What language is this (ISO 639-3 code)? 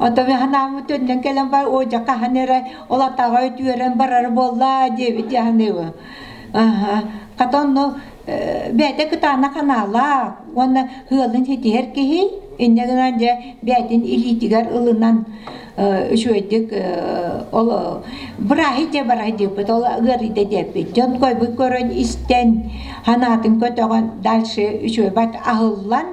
sah